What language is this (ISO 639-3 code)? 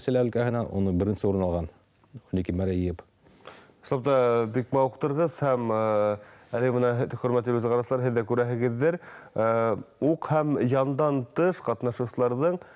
bak